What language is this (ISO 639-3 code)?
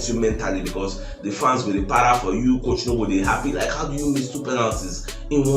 pcm